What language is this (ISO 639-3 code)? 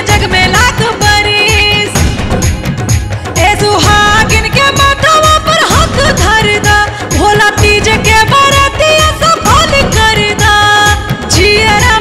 bho